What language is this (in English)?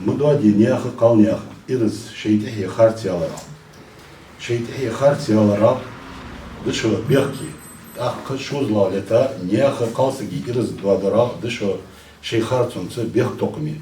Ingush